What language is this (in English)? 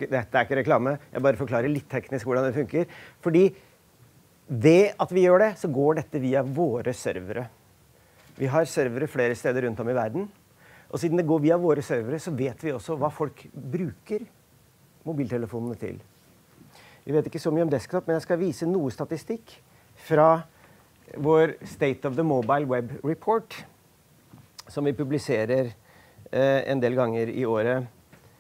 Norwegian